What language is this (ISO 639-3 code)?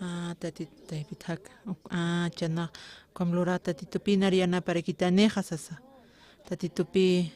aym